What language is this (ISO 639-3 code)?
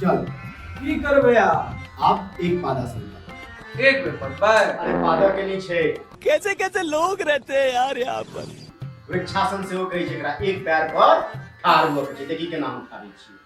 mai